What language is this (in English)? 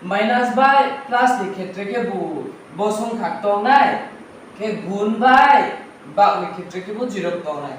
Riang (India)